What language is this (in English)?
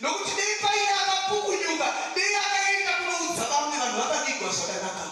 Shona